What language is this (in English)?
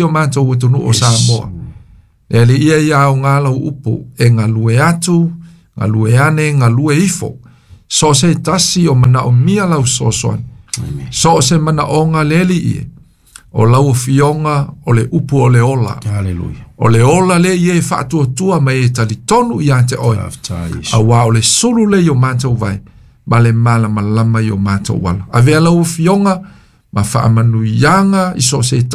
Samoan